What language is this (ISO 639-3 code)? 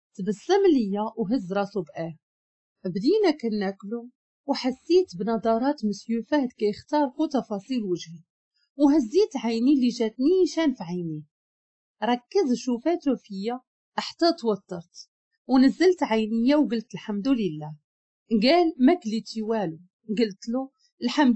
ary